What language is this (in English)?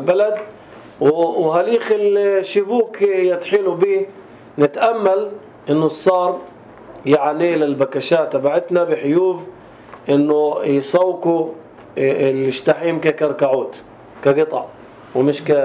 North Levantine Arabic